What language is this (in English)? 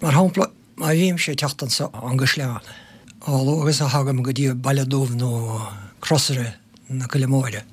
Irish